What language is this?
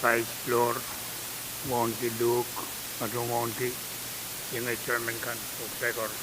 Pohnpeian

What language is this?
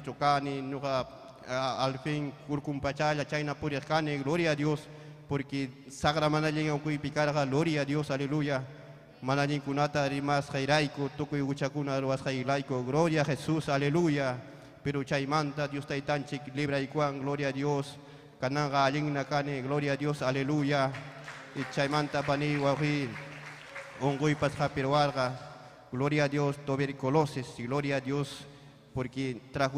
Ayacucho Quechua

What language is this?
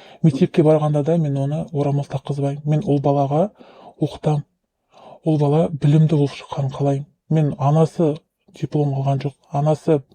Kazakh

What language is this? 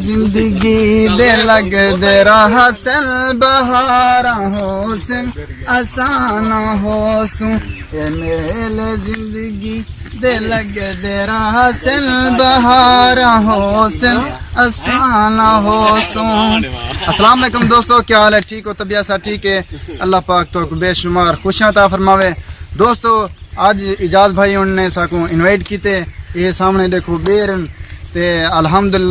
Saraiki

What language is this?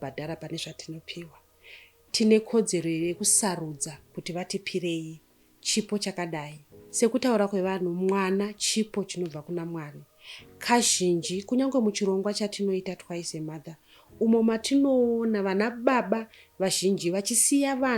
Shona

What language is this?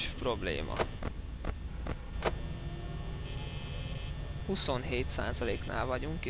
Hungarian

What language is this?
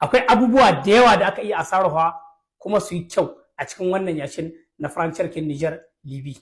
Hausa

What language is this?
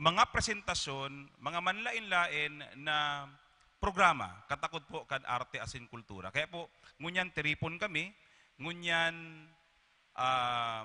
Bikol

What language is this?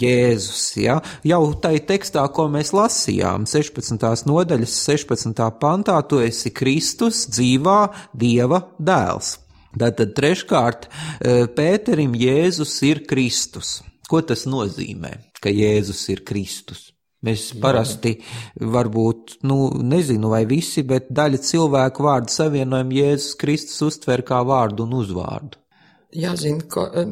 Latvian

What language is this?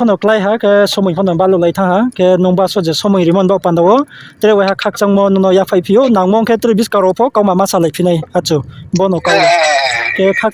Riang (India)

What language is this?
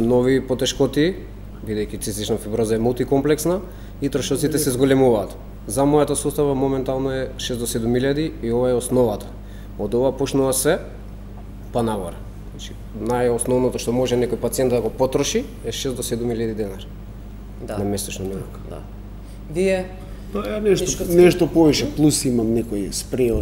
Macedonian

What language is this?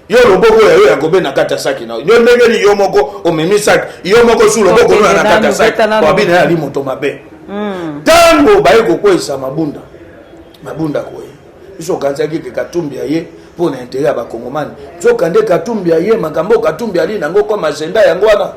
Lingala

